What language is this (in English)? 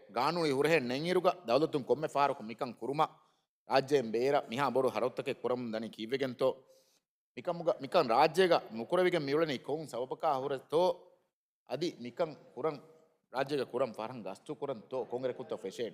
Divehi